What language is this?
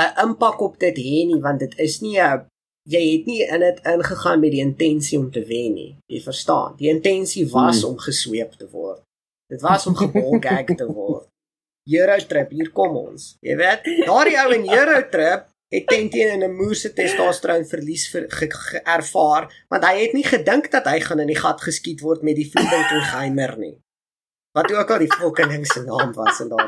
Afrikaans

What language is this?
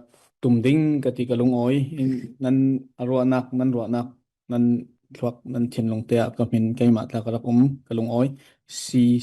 Falam Chin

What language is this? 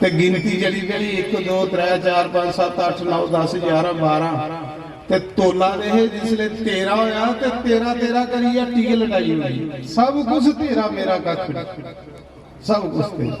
Dogri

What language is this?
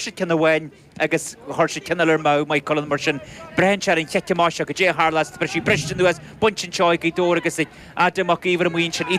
Irish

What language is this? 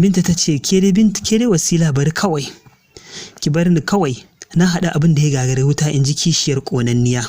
Hausa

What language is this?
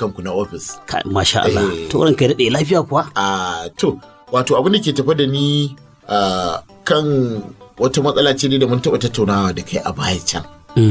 Hausa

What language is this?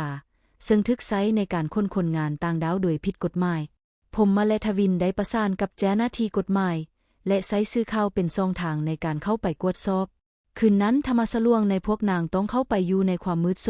Lao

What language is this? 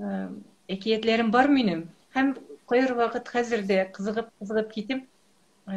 Tatar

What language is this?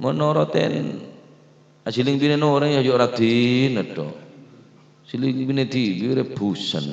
Madurese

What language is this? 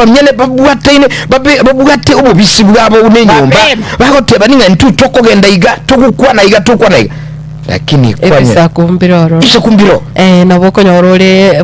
Gusii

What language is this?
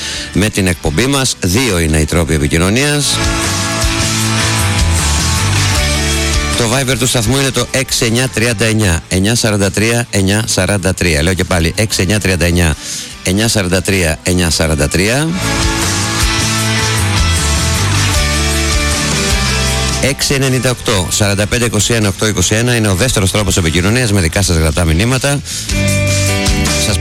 Greek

